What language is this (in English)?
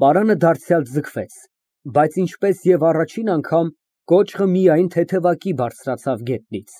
Armenian